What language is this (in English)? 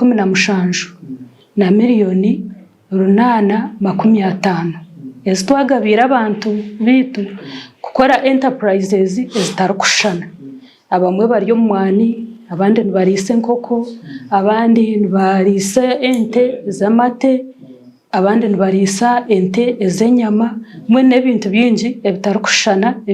Nyankole